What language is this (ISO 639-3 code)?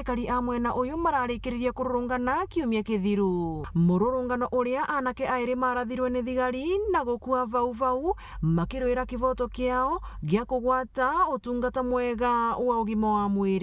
mer